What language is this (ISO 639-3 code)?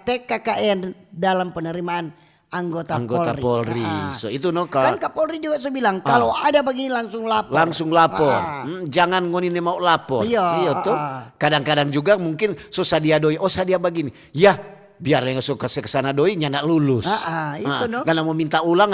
xmm